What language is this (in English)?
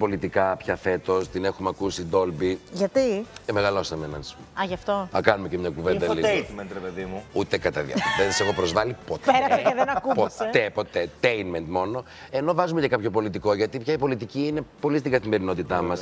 Greek